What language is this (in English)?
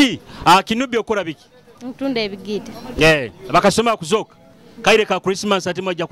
Nyoro